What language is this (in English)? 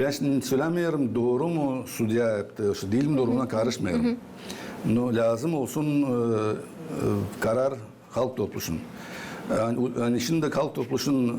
Gagauz